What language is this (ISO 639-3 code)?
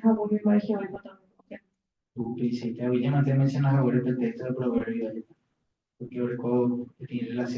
grn